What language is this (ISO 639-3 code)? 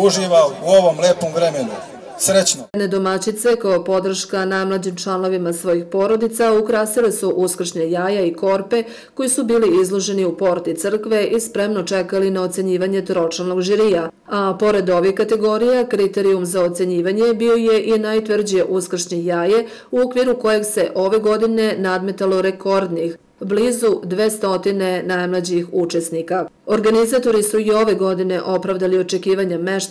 srp